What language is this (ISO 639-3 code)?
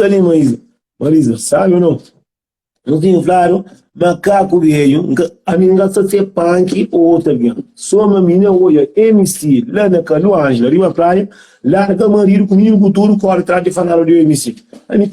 kea